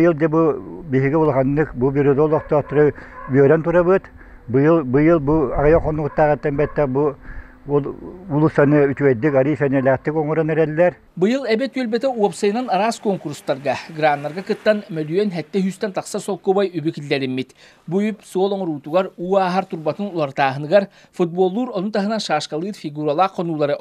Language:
Yakut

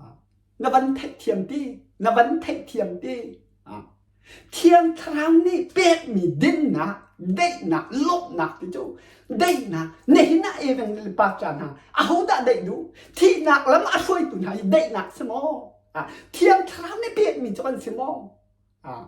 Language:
Hakha Chin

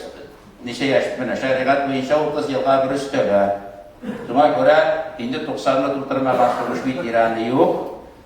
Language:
Tatar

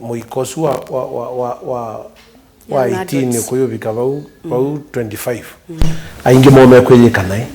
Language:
Kamba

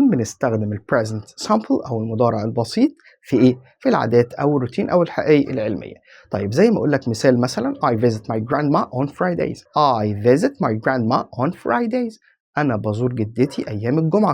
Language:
Egyptian Arabic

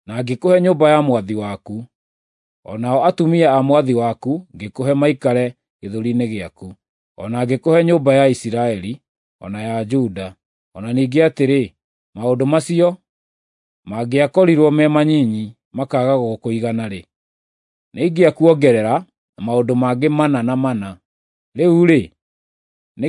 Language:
Kikuyu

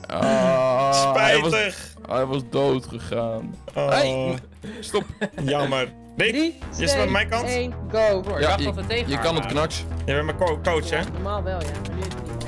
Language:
Dutch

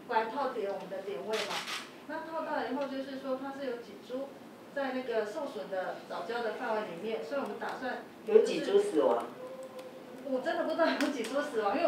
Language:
Chinese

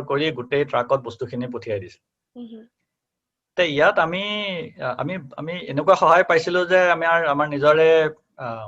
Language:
Assamese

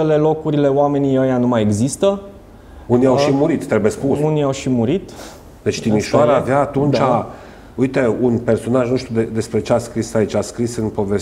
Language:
Romanian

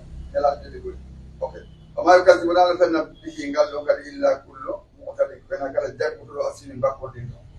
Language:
Pular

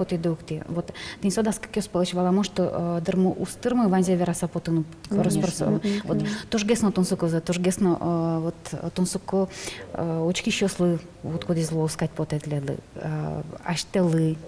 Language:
Udmurt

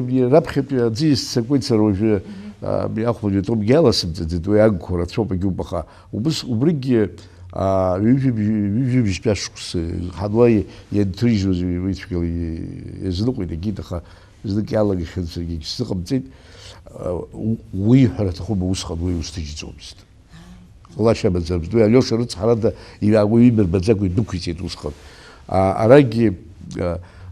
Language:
Abkhazian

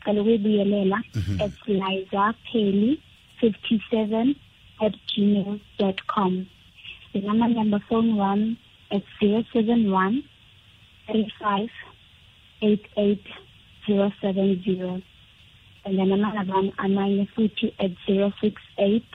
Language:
South Ndebele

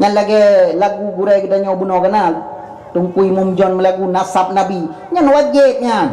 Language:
Achinese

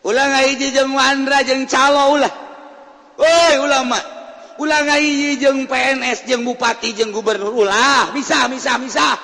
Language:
Sundanese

